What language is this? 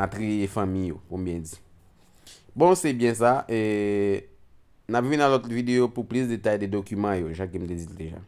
Haitian Creole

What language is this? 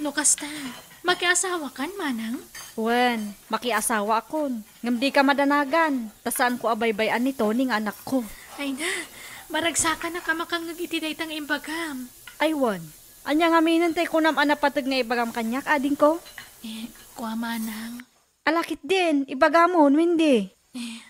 Iloko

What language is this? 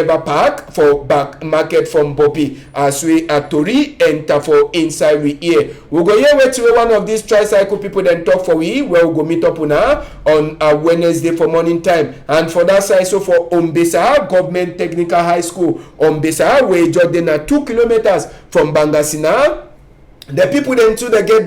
Cameroon Pidgin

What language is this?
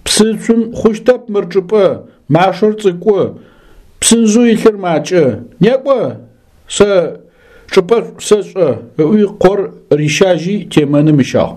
Adyghe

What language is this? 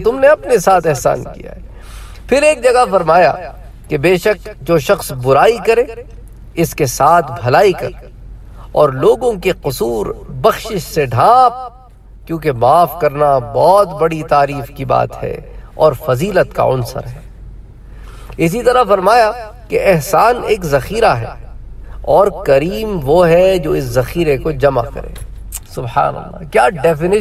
Urdu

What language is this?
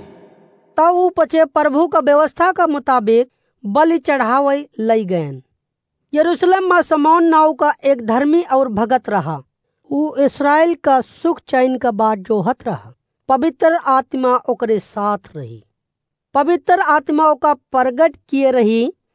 Awadhi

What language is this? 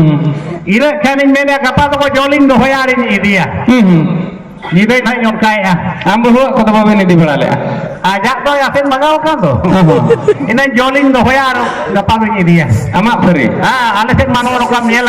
Santali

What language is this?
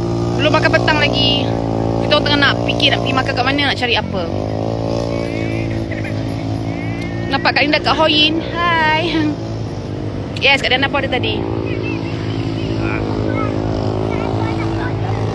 Malay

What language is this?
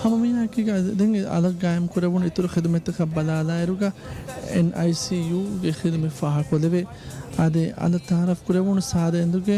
Divehi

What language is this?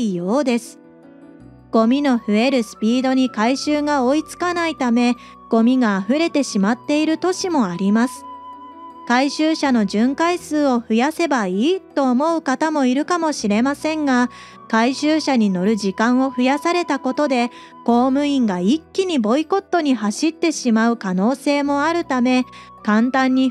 Japanese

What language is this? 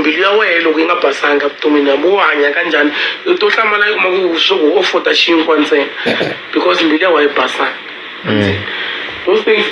Tsonga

